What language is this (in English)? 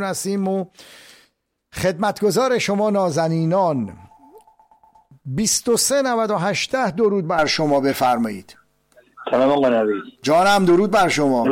Persian